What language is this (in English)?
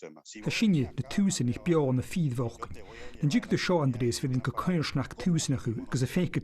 Scottish Gaelic